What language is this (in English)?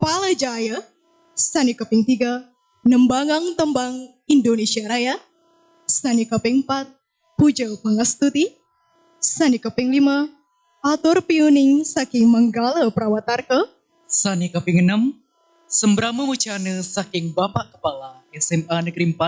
Balinese